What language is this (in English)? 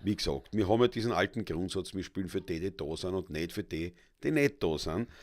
Bavarian